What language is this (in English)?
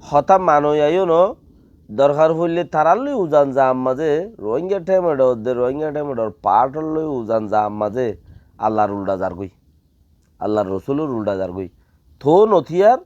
Rohingya